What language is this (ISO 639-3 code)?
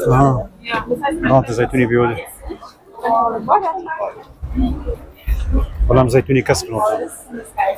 ckb